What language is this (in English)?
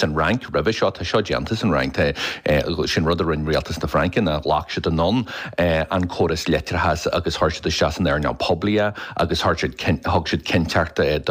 Irish